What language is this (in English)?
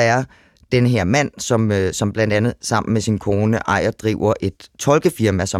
Danish